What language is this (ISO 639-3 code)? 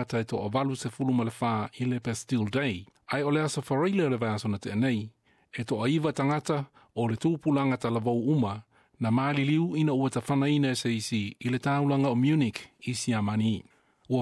smo